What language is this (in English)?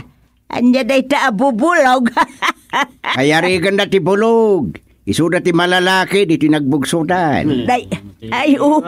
Iloko